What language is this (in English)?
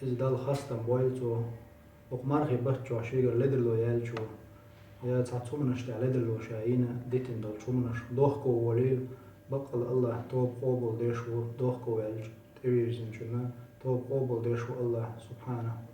Chechen